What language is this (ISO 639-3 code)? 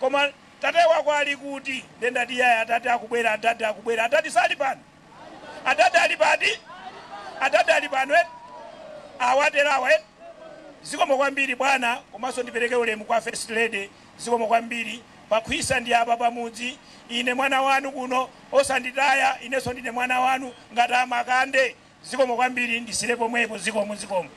nya